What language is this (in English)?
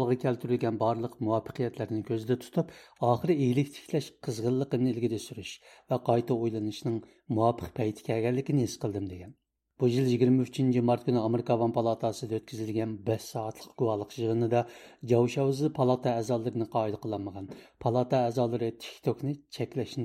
Uyghur